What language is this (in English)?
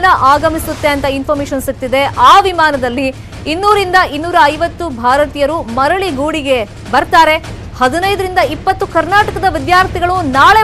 Kannada